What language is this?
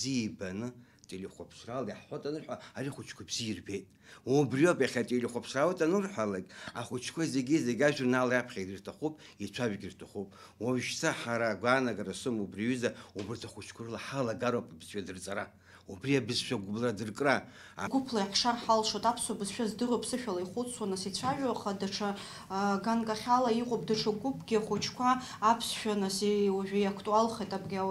Abkhazian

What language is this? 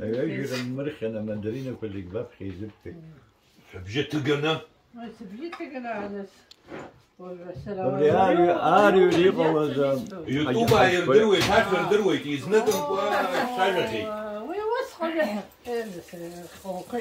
Abkhazian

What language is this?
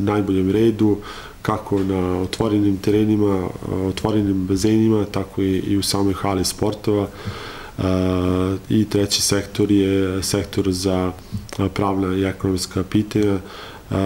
Serbian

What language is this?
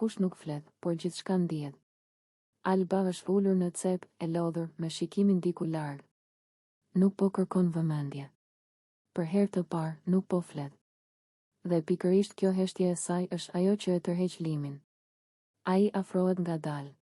Albanian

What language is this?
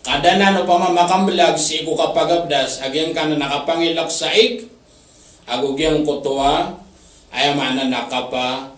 Maranao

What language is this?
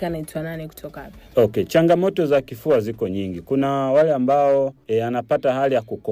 Swahili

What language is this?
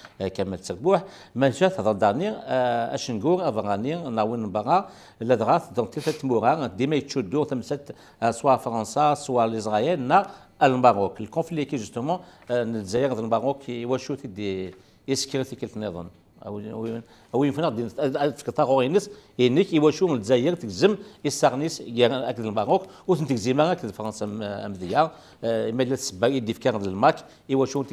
Kabyle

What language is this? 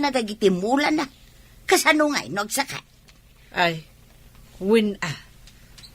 Iloko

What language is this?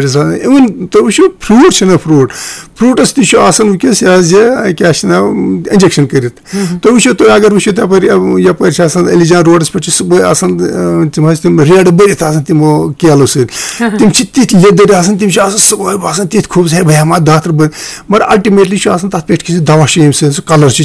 Kashmiri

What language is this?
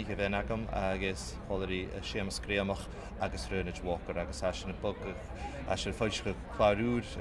Scottish Gaelic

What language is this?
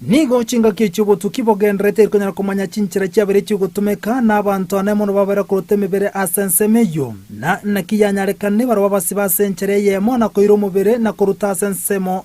Gusii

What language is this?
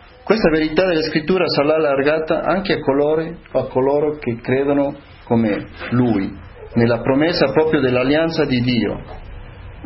Italian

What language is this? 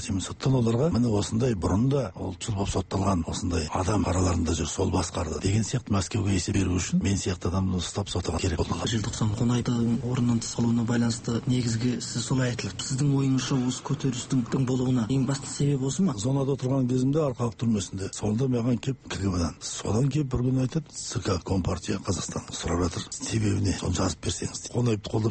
Kazakh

